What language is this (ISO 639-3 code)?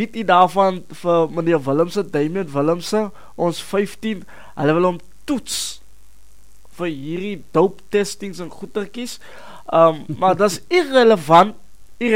afr